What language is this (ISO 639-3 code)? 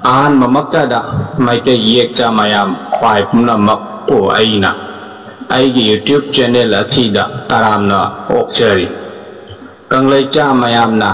mni